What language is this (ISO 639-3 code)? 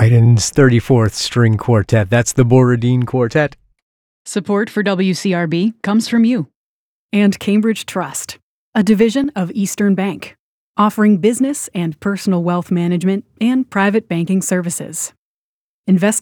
eng